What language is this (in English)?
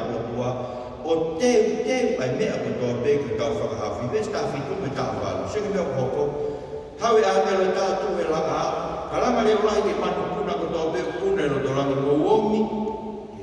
Tongan